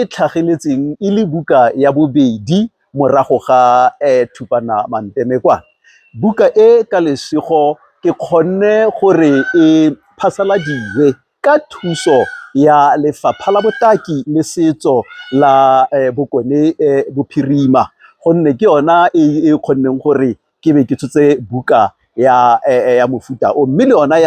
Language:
Tswana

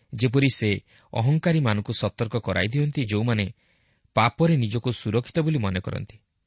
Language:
Odia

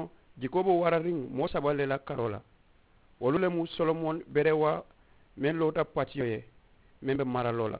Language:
Mandingo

